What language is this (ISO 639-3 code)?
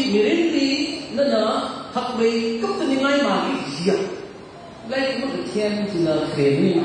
nmf